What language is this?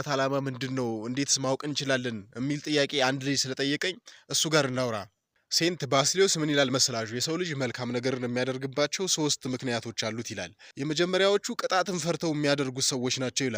Amharic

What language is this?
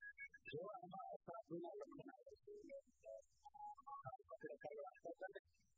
Gujarati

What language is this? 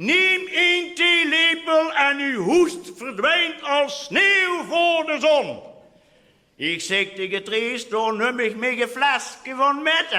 Limburgish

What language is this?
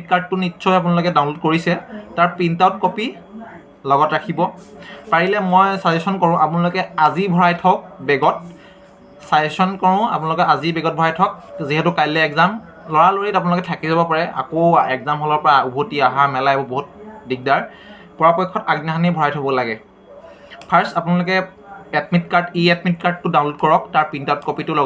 Assamese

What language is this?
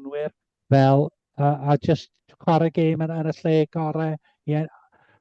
Welsh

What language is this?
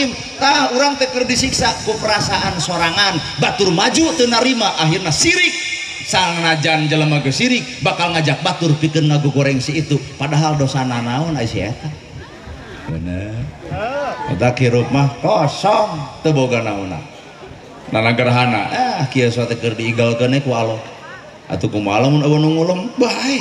Sundanese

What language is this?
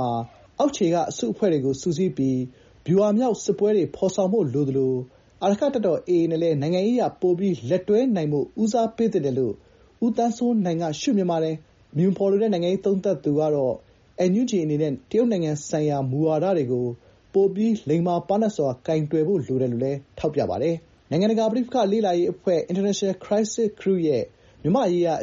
Burmese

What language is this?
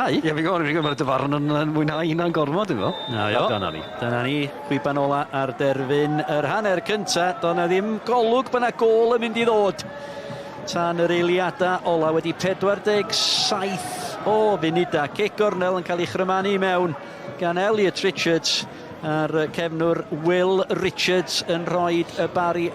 Welsh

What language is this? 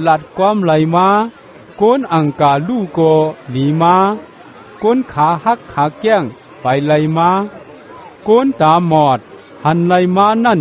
Shan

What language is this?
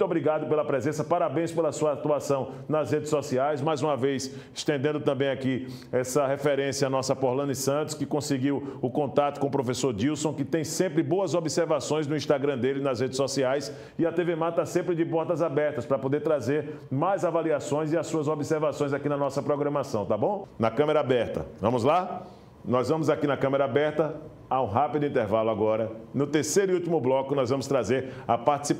Portuguese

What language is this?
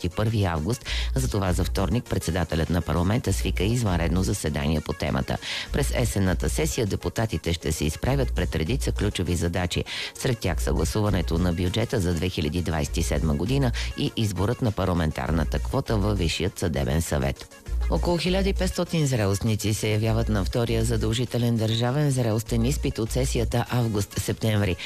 Bulgarian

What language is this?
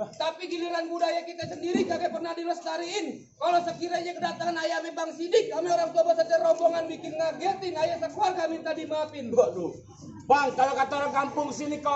Betawi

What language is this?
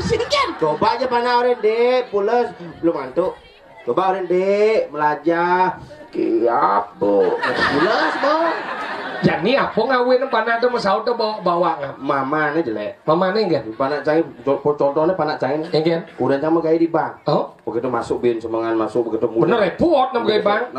Balinese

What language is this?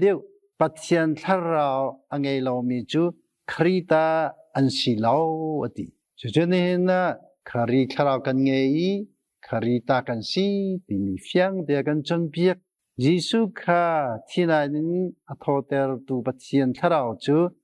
Hakha Chin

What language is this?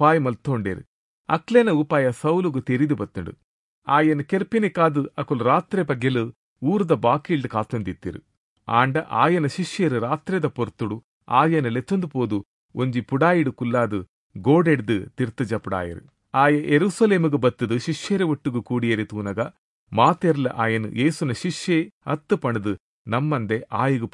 Tulu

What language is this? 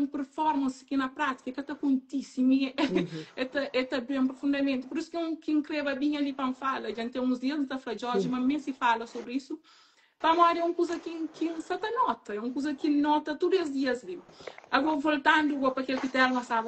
Kabuverdianu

